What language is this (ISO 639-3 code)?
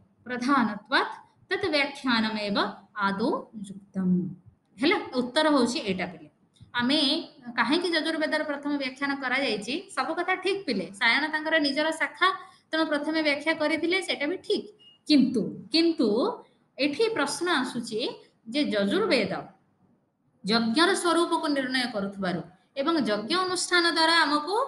ori